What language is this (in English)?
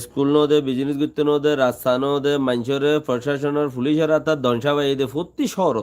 Rohingya